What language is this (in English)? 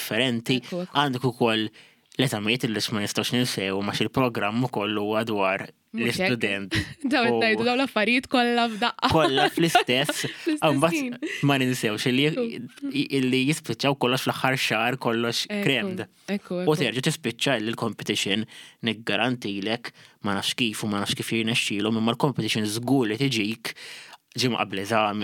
Maltese